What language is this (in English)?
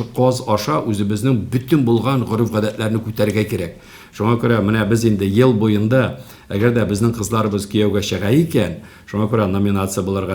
Tatar